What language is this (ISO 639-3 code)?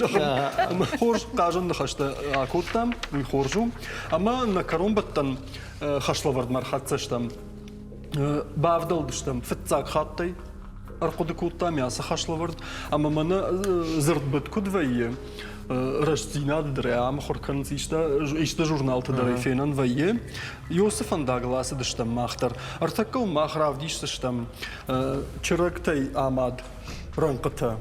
oss